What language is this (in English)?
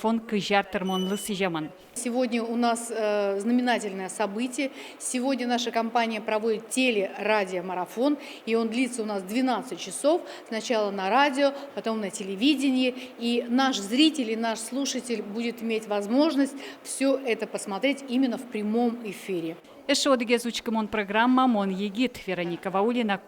Udmurt